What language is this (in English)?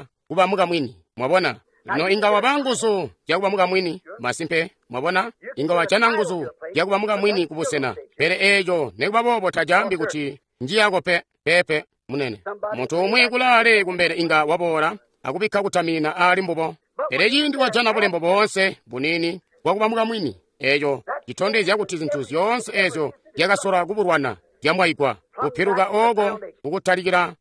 Tonga (Zambia)